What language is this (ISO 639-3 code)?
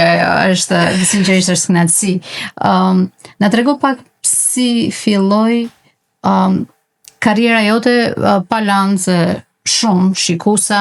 sqi